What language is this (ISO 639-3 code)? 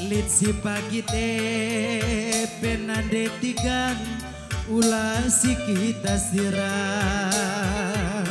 btx